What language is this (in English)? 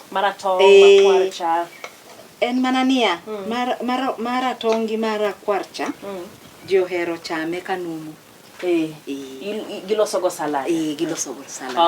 Luo (Kenya and Tanzania)